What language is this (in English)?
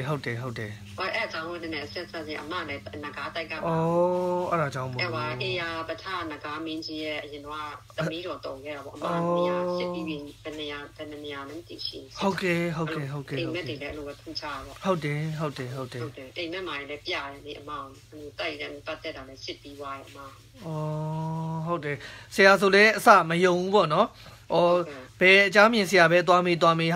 Burmese